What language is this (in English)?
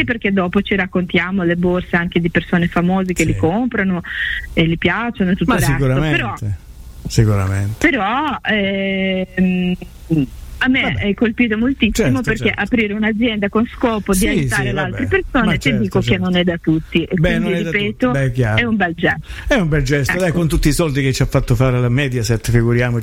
Italian